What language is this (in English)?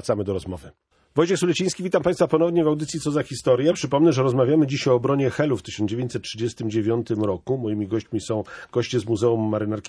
Polish